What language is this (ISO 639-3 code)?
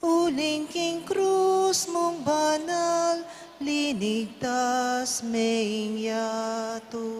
pam